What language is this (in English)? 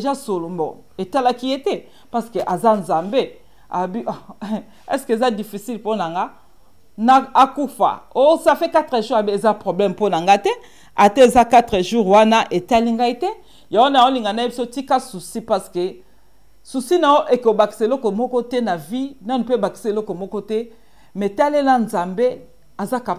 Lingala